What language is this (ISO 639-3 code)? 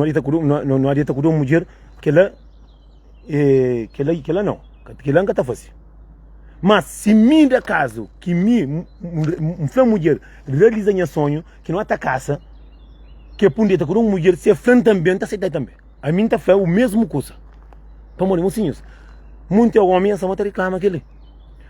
kea